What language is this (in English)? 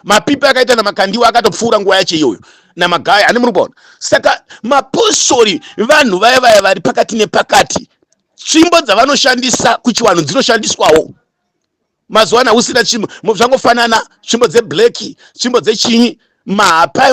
Shona